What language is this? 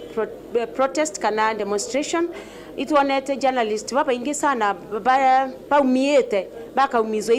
Meru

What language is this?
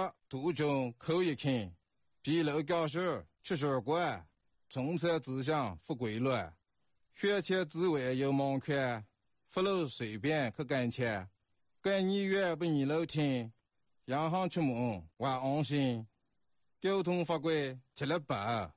Chinese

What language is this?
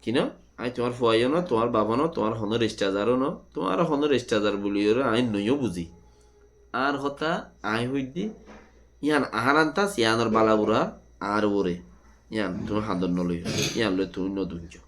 Rohingya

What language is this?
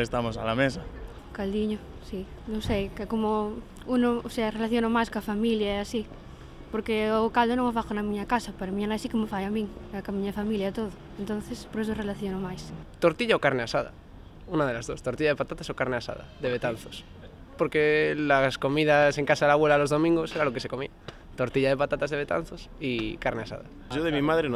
Galician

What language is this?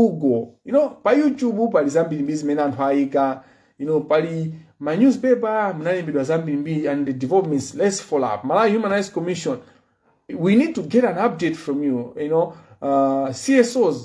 Nyanja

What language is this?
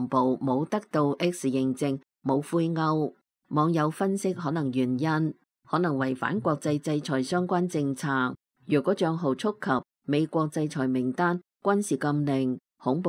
Cantonese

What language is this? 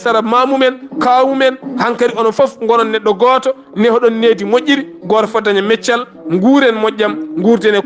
Fula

